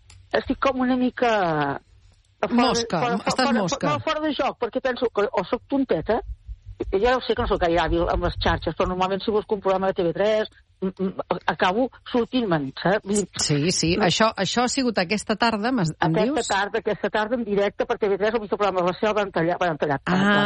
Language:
Catalan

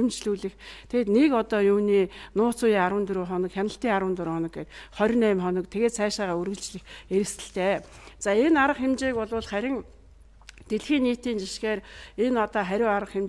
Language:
Mongolian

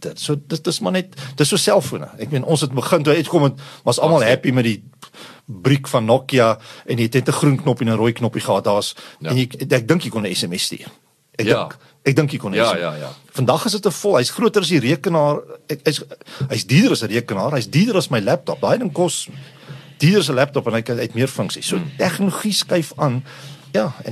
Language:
Afrikaans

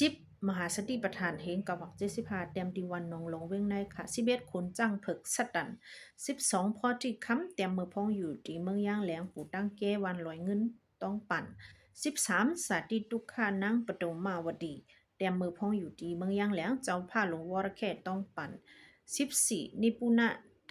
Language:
Shan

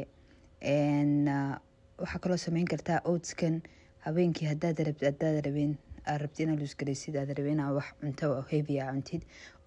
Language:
Somali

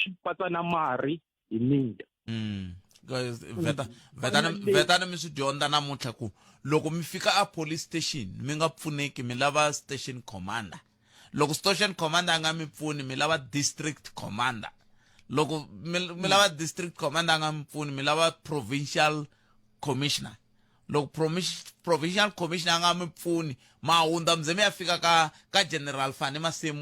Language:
Tsonga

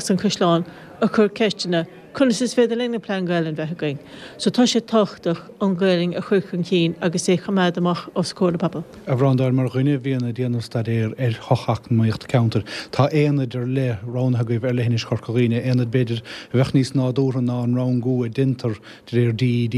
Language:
Irish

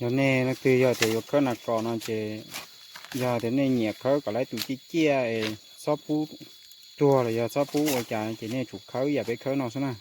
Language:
Hmong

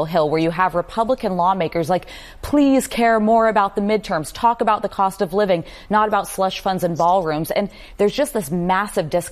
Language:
English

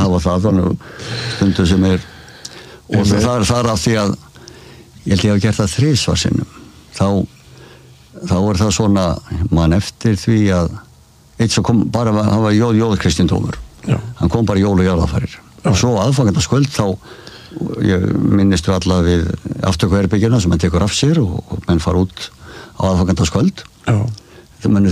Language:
Icelandic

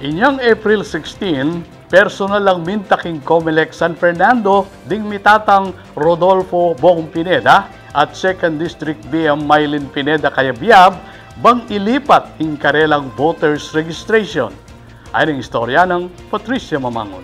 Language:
Pampanga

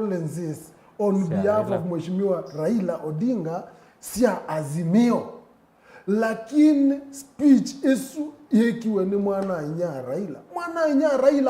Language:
Kamba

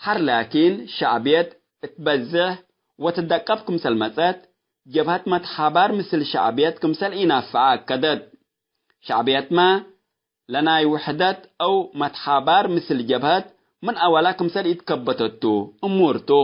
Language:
Tigre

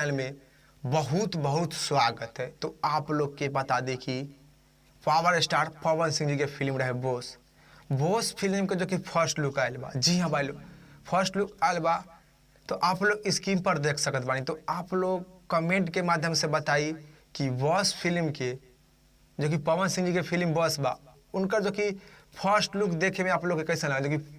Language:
Bhojpuri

